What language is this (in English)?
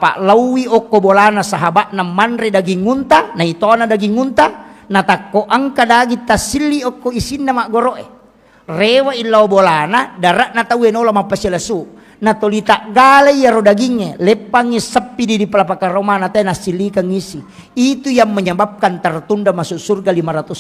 Buginese